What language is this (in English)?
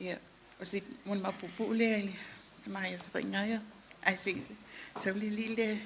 Samoan